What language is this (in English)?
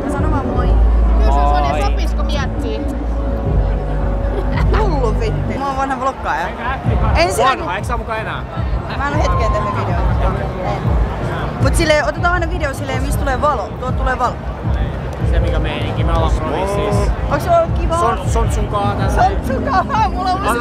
Finnish